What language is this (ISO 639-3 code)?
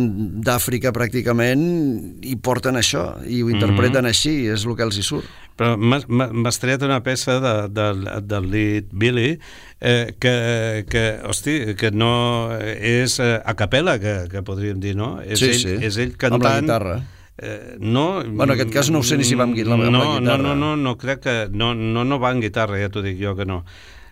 cat